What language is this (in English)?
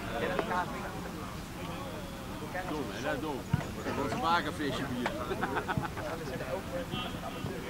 Dutch